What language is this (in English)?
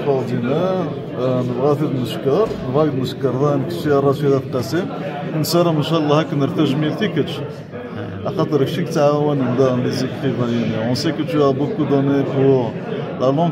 Kabyle